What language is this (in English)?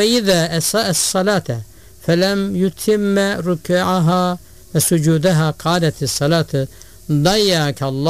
Turkish